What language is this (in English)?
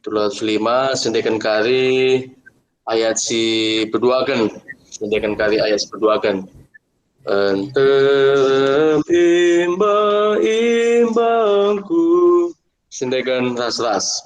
Batak Karo